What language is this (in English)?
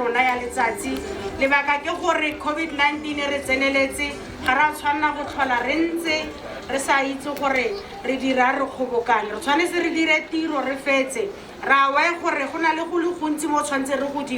Tswana